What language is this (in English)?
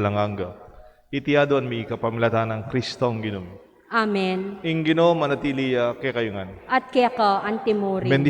Pampanga